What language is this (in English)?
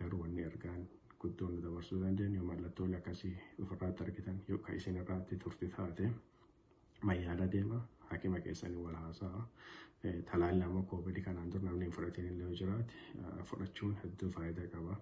Oromo